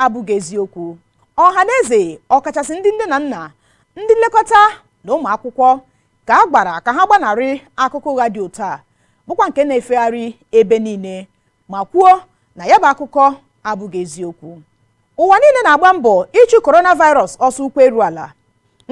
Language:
Igbo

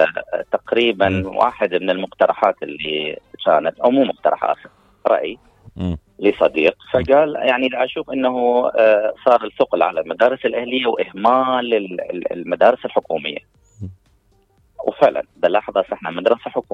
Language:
Mesopotamian Arabic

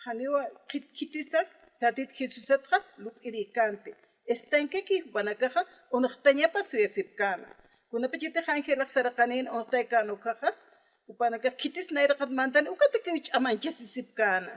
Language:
Aymara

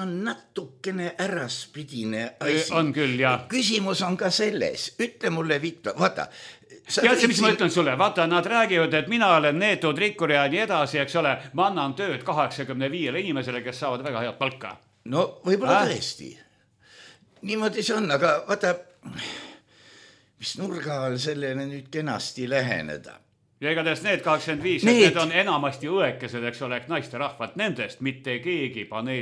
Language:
Estonian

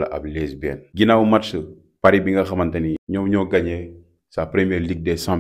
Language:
Wolof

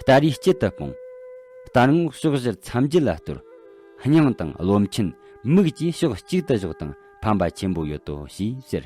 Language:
Tibetan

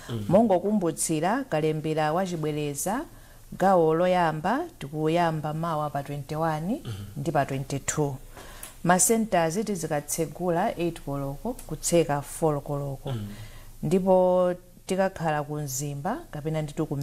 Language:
Nyanja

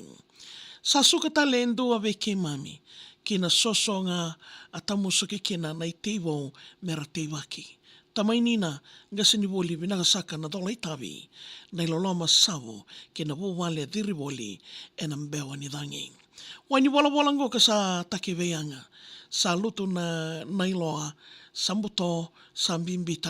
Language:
Fijian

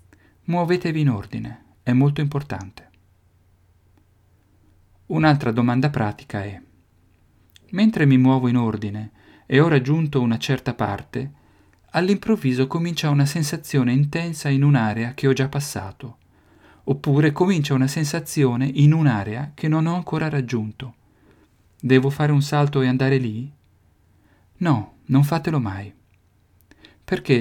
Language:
Italian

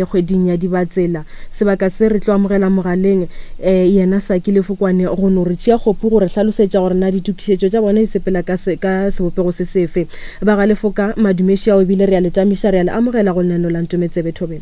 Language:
Northern Sotho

